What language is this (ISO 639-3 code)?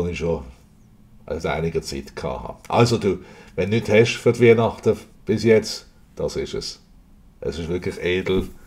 gsw